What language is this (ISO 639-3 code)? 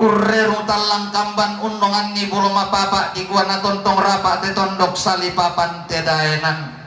sda